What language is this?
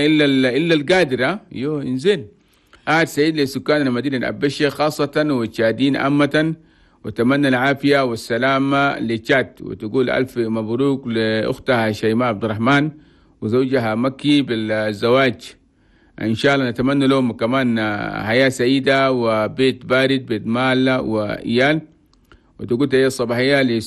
Chadian Arabic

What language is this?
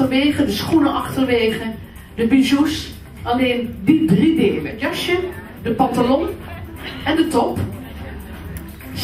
Dutch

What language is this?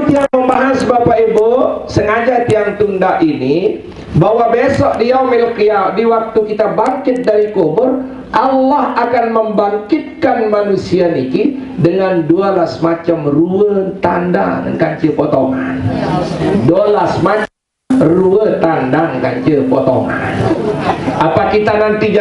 Sasak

